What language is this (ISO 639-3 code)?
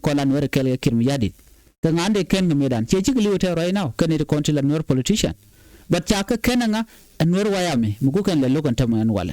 nus